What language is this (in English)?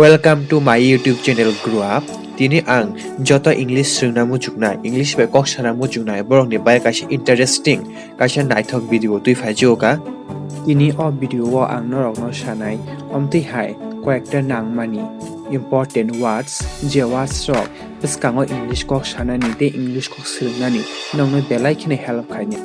Kok Borok